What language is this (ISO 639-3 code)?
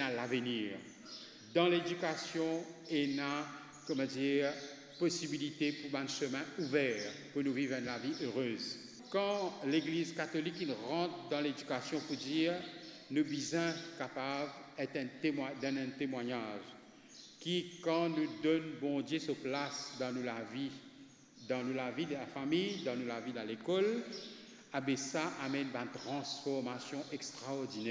mfe